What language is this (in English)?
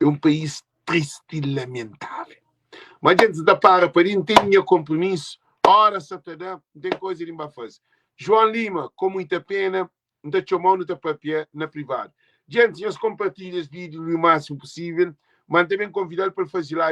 Kabuverdianu